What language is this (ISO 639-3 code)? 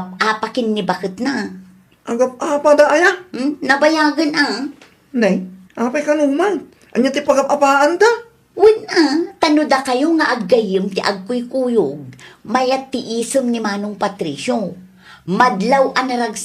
ilo